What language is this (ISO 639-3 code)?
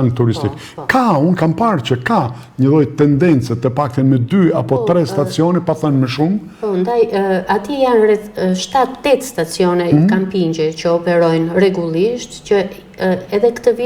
sqi